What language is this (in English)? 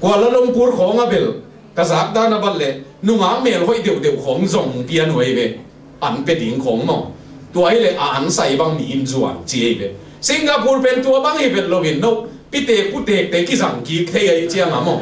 Tedim Chin